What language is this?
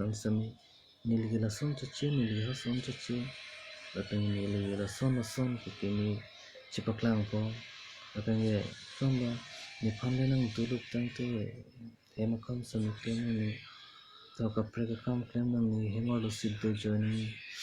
Karbi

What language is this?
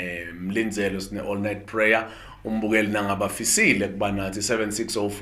Zulu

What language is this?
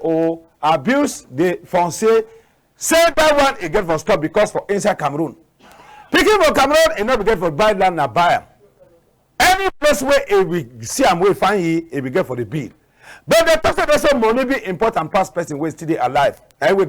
Cameroon Pidgin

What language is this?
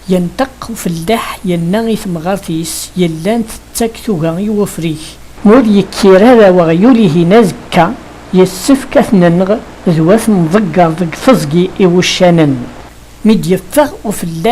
Kabyle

